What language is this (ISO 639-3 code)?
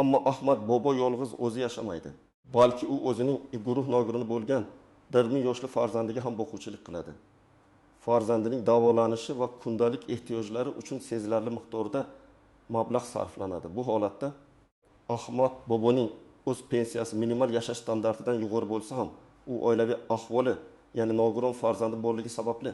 uzb